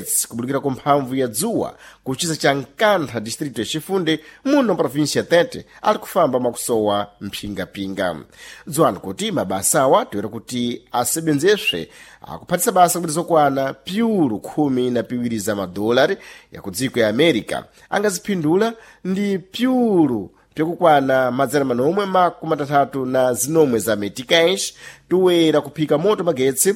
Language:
Sena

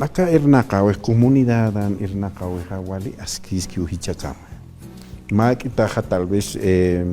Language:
Aymara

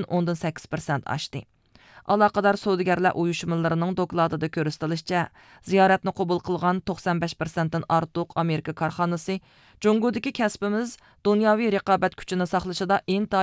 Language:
Uyghur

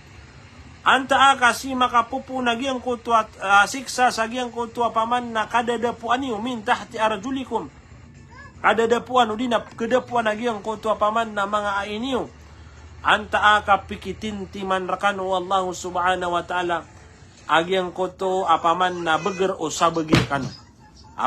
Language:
Maranao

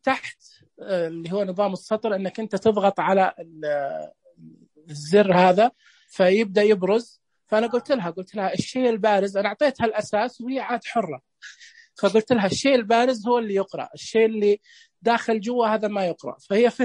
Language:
Najdi Arabic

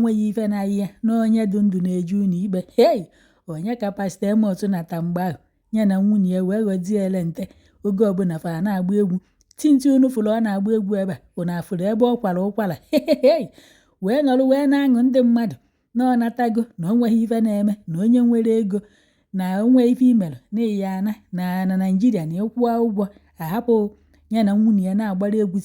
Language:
Igbo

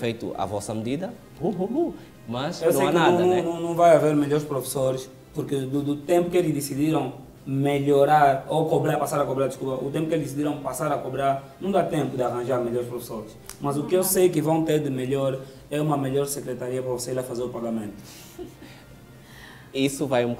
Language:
Portuguese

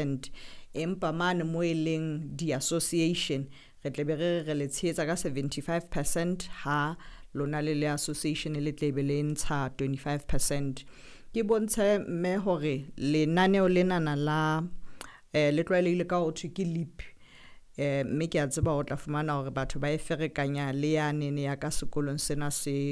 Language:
Southern Sotho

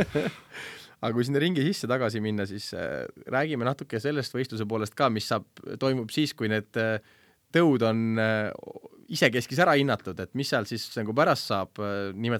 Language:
Estonian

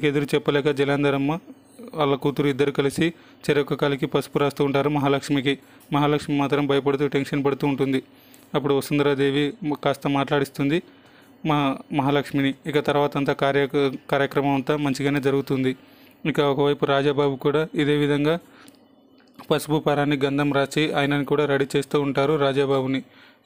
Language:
Telugu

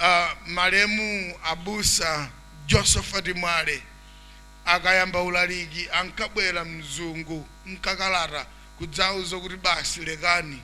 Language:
Nyanja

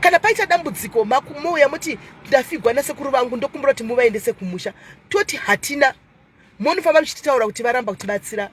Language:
Shona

